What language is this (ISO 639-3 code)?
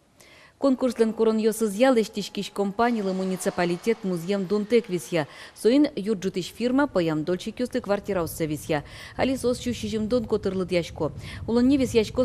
udm